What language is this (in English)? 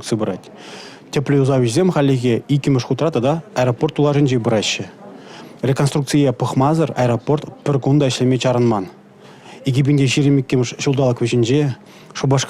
Chuvash